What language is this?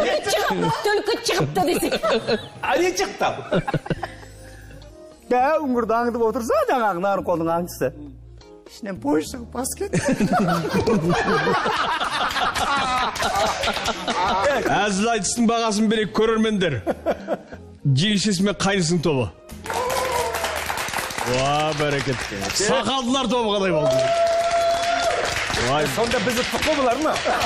Kazakh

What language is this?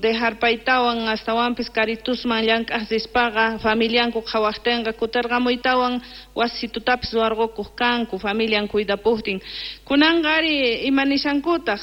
Quechua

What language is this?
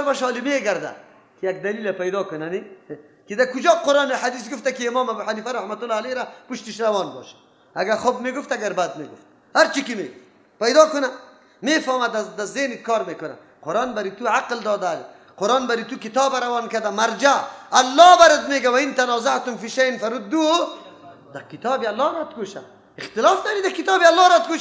Persian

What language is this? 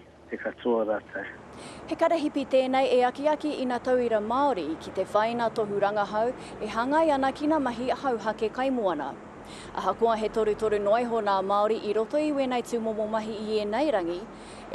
Māori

